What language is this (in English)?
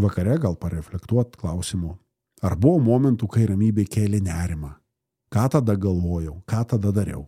Lithuanian